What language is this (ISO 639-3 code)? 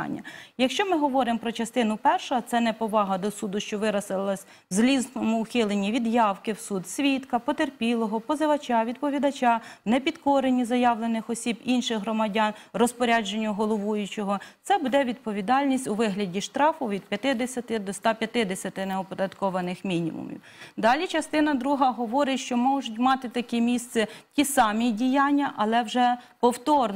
ukr